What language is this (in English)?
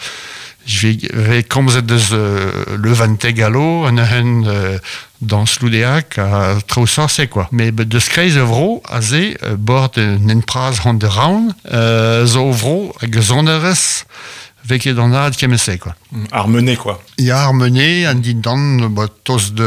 Breton